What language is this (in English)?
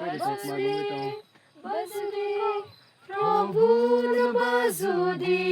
Riang (India)